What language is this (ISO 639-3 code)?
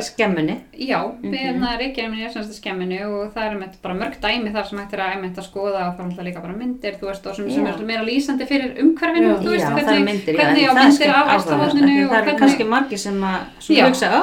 isl